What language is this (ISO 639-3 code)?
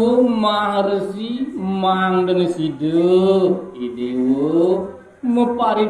ban